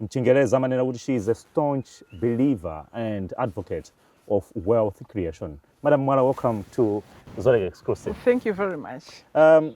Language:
Nyanja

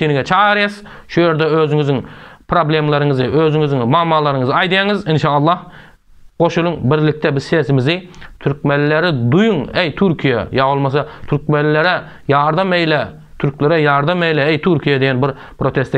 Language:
Turkmen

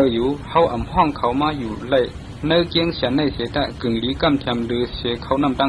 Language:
Shan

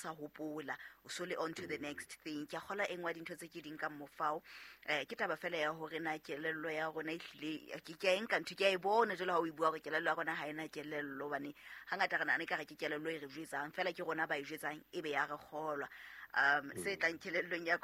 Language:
Southern Sotho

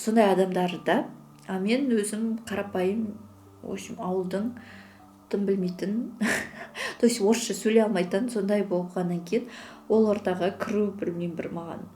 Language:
Kazakh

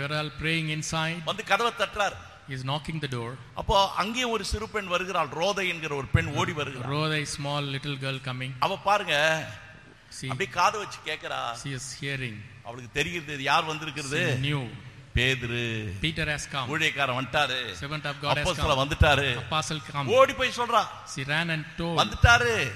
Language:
Tamil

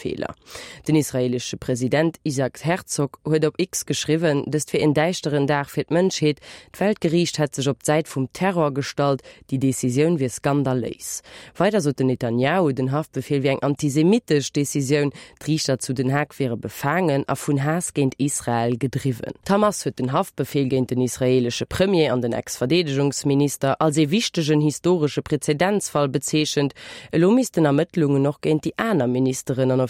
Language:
Luxembourgish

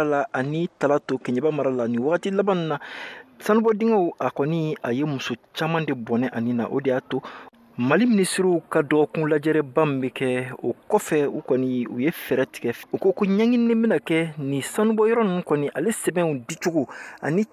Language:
Bambara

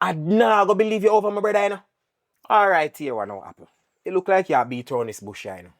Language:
Jamaican Creole English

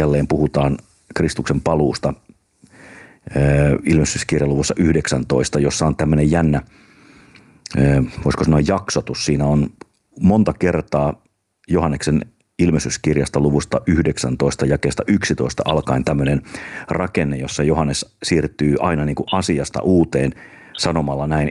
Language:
Finnish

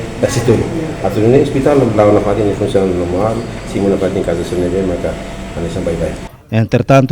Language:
Tetum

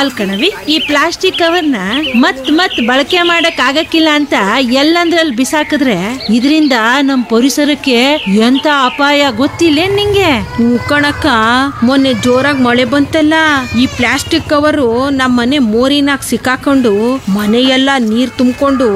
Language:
Kannada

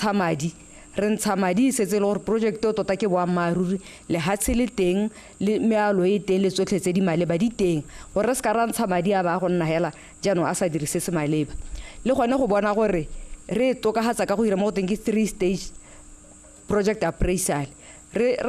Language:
Tswana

